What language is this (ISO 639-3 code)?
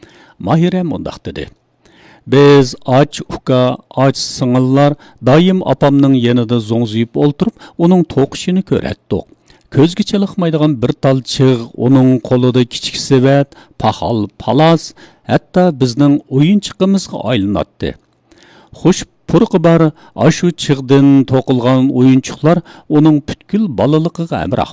uig